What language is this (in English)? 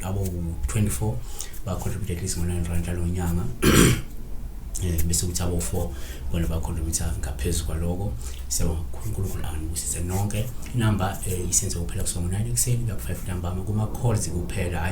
Zulu